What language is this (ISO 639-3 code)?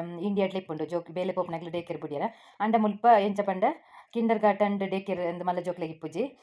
tcy